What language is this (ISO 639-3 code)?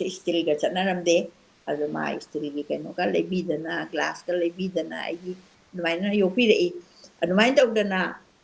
mni